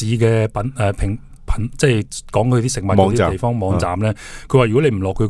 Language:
Cantonese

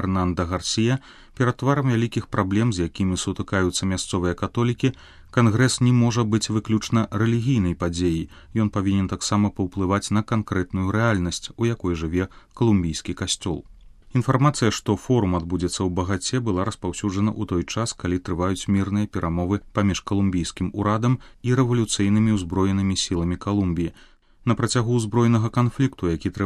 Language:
Belarusian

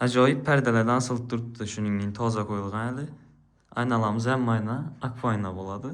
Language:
Uzbek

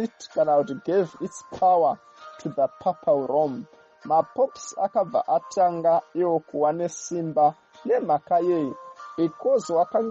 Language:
Shona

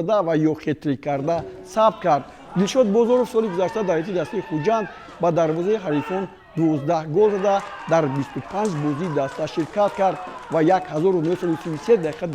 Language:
Tajik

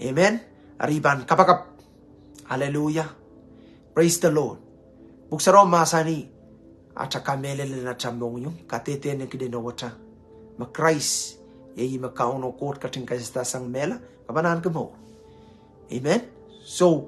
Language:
Pohnpeian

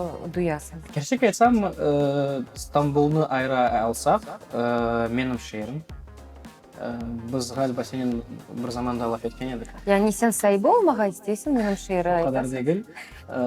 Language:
Crimean Tatar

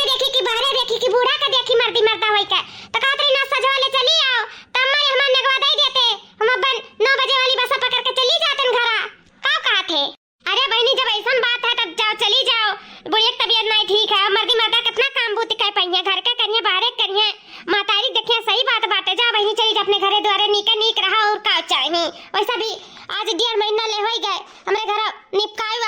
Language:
Awadhi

